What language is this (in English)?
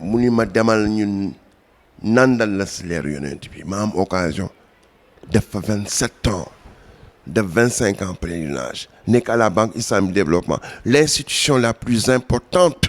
Wolof